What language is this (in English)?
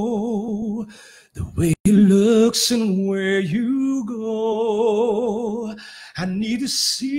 Filipino